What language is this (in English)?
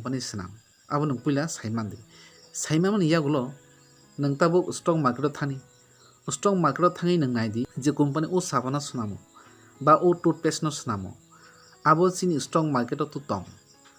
Kok Borok